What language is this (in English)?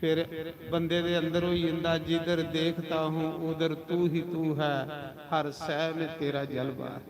Dogri